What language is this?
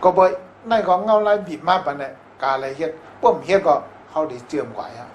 Shan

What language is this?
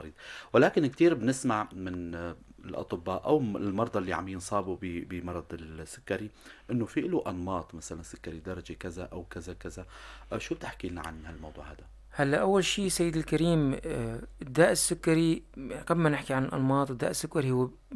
North Levantine Arabic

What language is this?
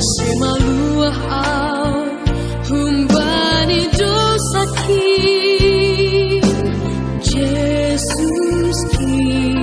Batak Simalungun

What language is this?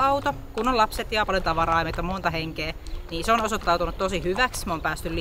Finnish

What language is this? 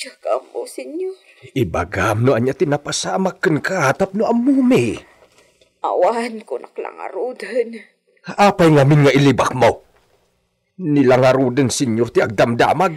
Iloko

